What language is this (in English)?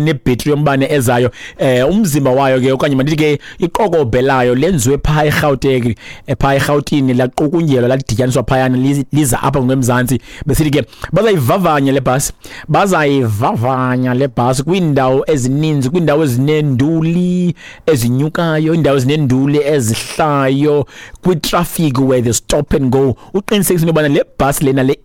Xhosa